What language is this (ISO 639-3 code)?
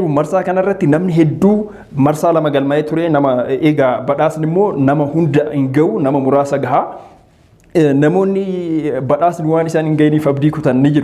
orm